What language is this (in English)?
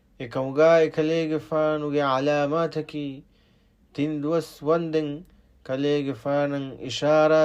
Divehi